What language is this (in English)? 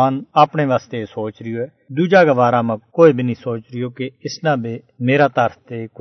Gujari